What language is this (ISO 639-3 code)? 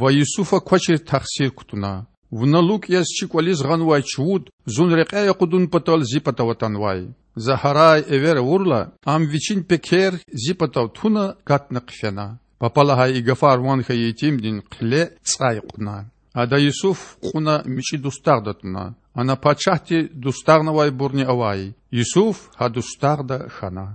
lez